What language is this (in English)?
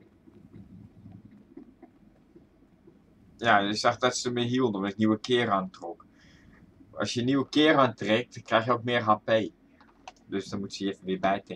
Dutch